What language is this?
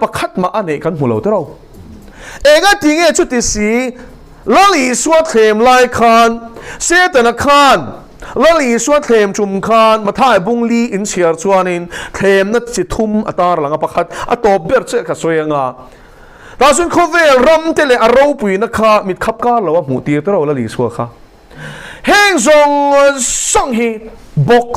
Mizo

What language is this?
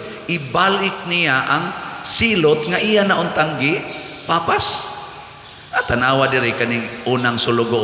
Cebuano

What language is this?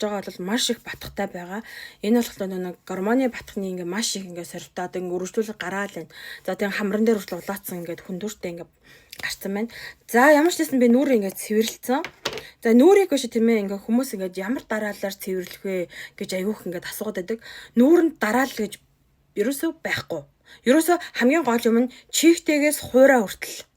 Mongolian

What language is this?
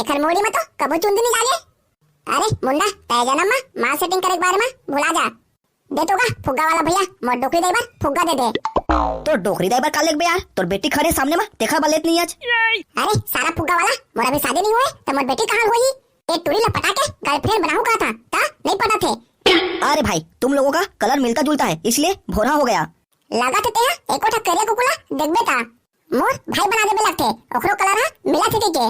Chhattisgarhi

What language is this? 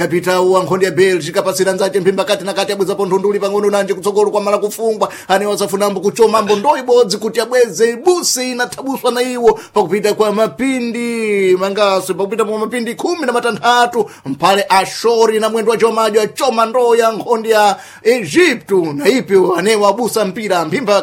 Sena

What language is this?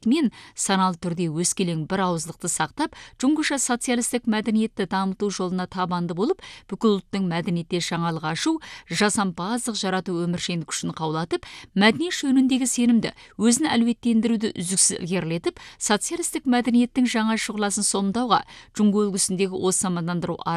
Kazakh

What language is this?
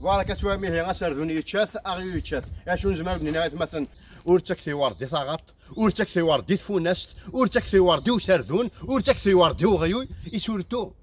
Kabyle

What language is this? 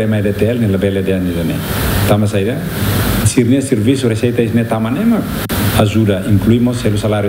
Tetum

